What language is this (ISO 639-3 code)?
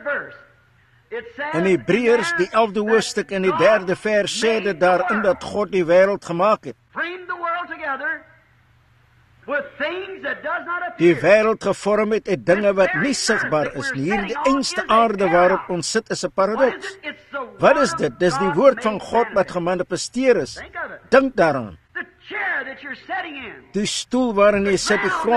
afr